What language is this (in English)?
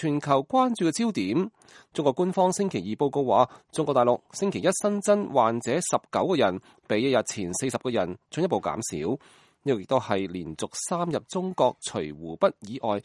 Cantonese